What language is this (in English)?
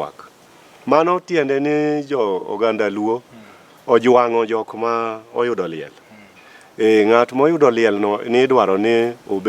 Luo (Kenya and Tanzania)